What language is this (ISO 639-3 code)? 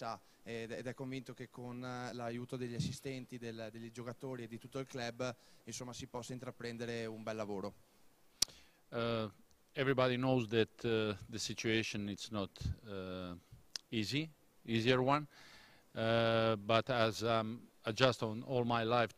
ita